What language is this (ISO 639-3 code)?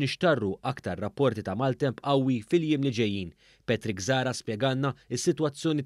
mlt